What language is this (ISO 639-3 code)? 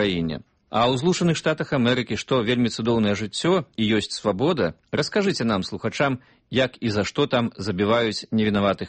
bel